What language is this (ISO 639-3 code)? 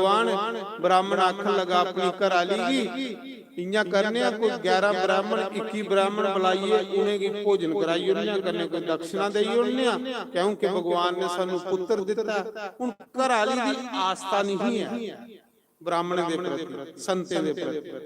doi